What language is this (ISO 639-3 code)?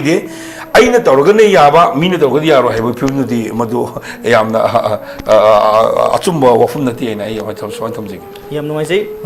mni